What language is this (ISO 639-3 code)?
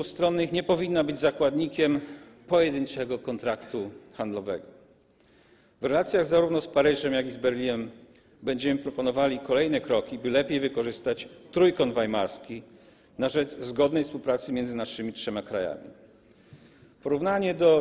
pol